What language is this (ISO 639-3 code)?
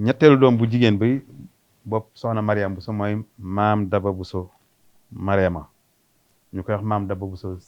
wol